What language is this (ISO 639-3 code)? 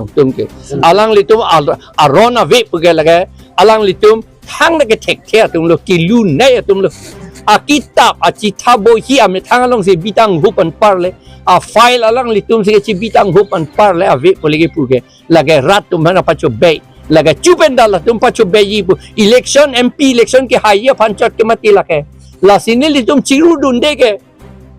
mjw